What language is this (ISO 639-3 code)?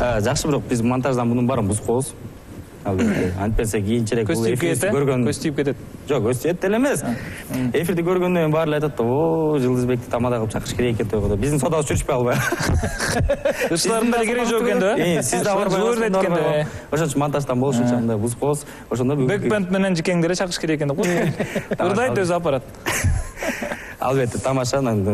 kir